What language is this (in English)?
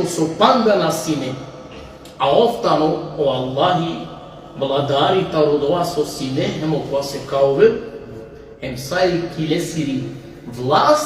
Balkan Romani